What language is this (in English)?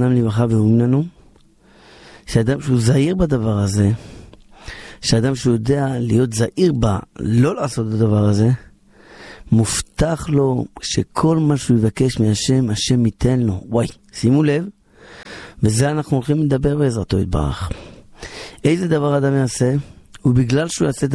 Hebrew